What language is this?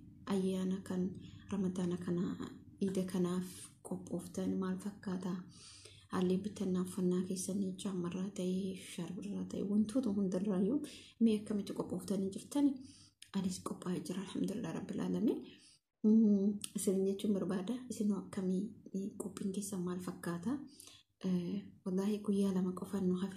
Oromo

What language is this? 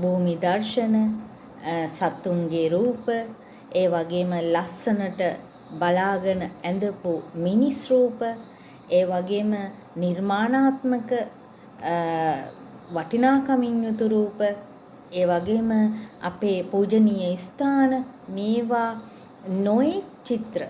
Sinhala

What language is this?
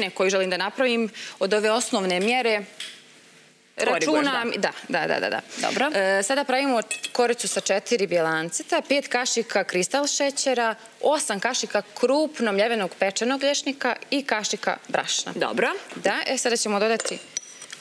Serbian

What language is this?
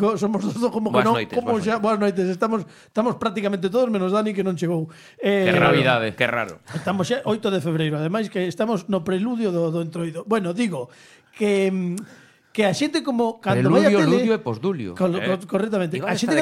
Galician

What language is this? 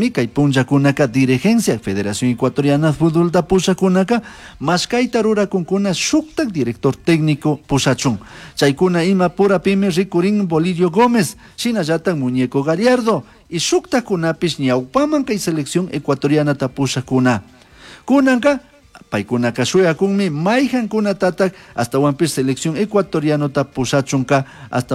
Chimborazo Highland Quichua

